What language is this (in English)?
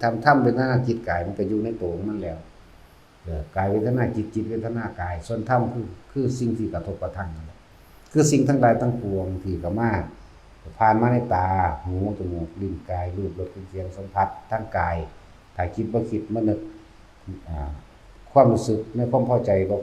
Lao